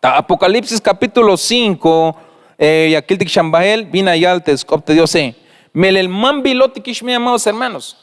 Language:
Tzeltal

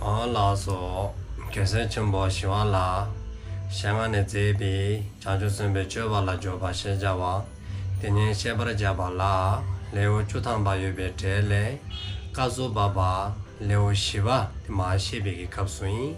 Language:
Dzongkha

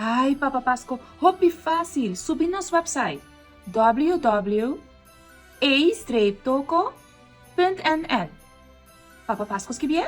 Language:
Papiamento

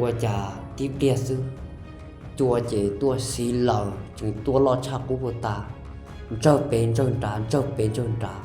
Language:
Hmong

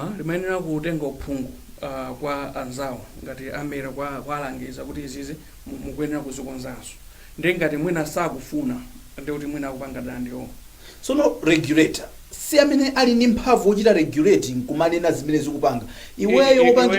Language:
Nyanja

